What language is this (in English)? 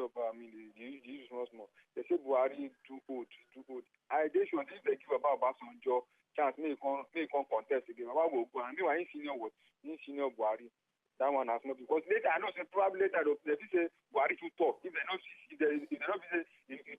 Nigerian Pidgin